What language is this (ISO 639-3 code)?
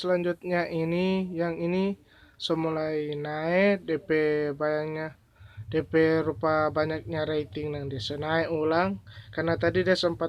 xmm